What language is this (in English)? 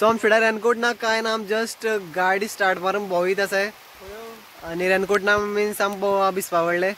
Konkani